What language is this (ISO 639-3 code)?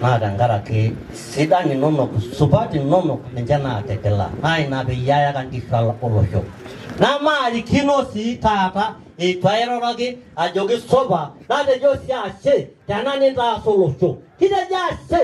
mas